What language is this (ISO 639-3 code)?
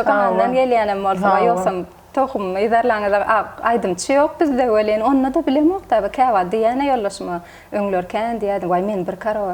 tuk